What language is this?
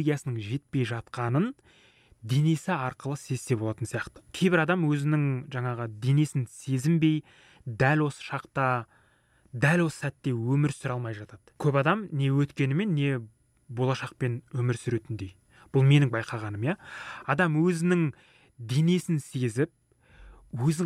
Kazakh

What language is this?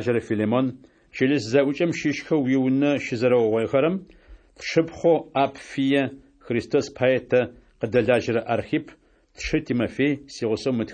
Adyghe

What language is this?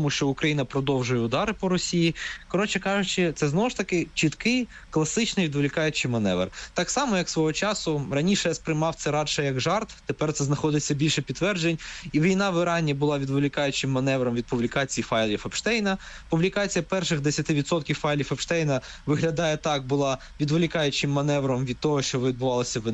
Ukrainian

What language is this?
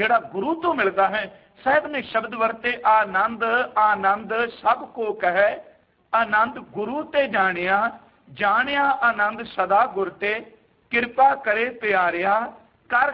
Punjabi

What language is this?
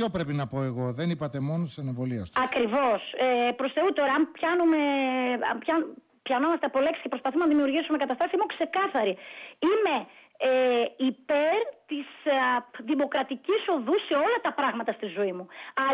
Greek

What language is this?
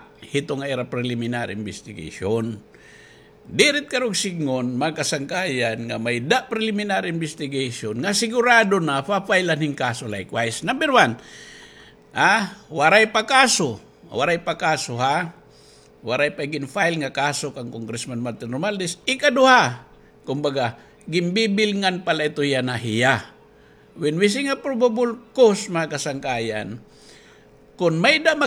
Waray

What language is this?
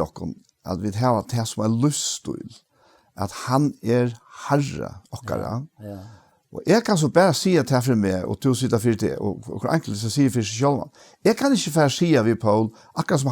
Faroese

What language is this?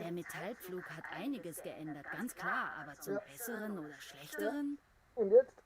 Bavarian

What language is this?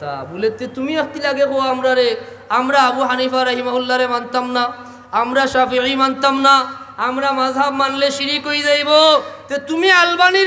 Sylheti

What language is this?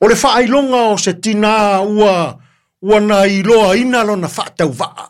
Samoan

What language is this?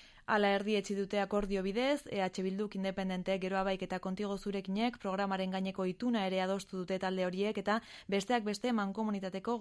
Basque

